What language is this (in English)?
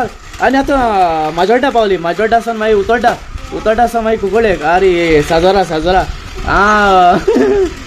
Konkani